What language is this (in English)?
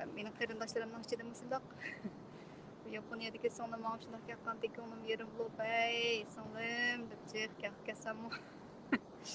Uyghur